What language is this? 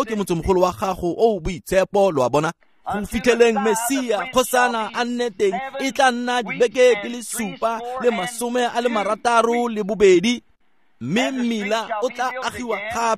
Tswana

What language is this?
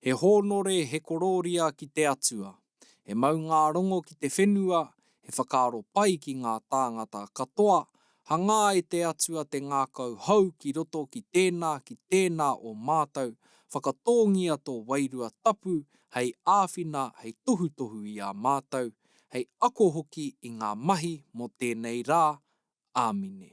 Māori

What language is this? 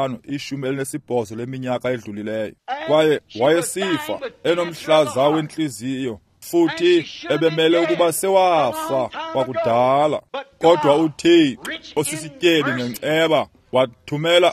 Xhosa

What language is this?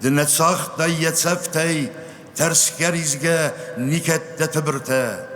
Ossetic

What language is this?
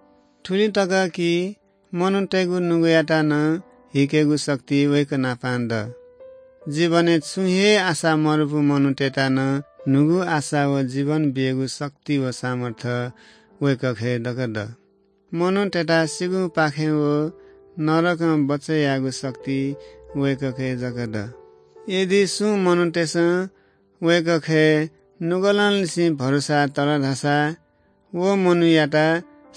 Newari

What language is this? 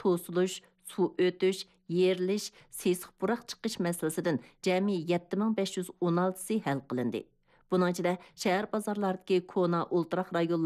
Uyghur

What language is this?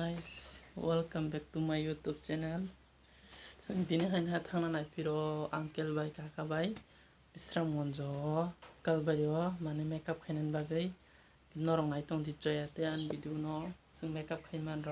Kok Borok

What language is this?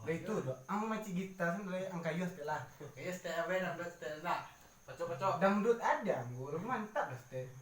Minangkabau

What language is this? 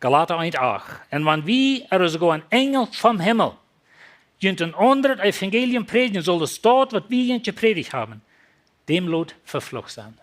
Plautdietsch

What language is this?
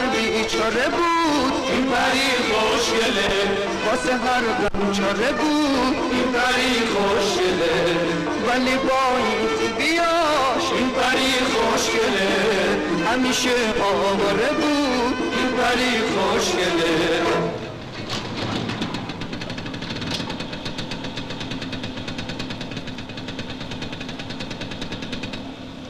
Persian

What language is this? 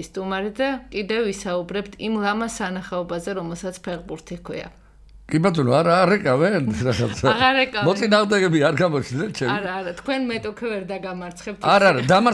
Georgian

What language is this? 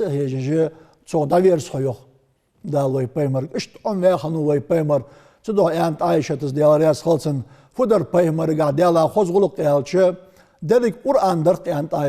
Ingush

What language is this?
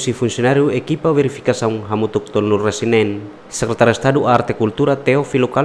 Tetum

